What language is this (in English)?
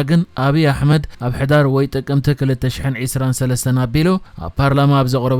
Tigrinya